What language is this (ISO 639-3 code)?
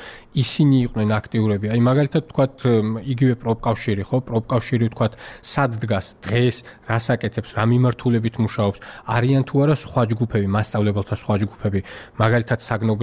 kat